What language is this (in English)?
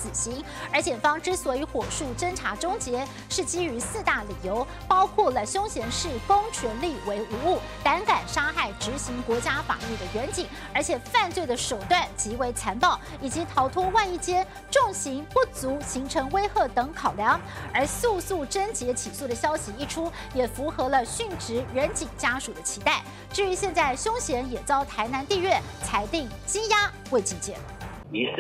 Chinese